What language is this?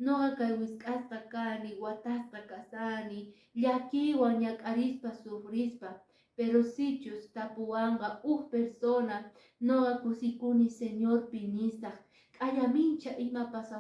Quechua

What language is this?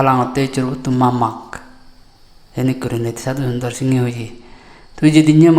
Chakma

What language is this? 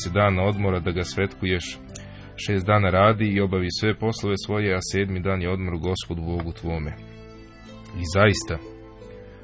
Serbian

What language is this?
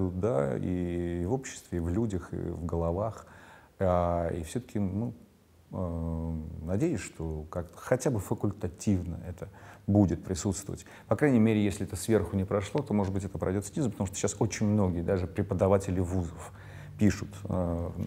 Russian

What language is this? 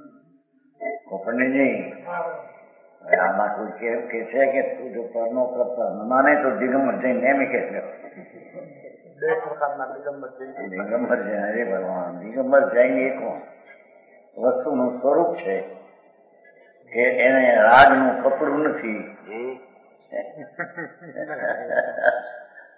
Gujarati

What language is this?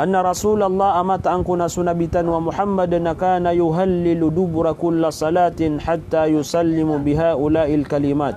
Maranao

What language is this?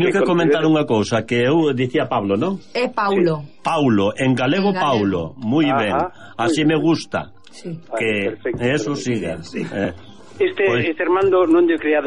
Galician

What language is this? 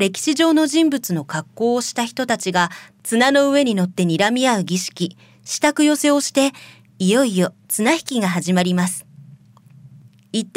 Japanese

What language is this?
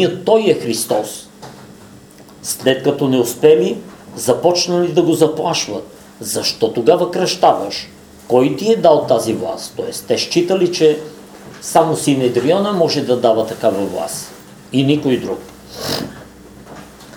Bulgarian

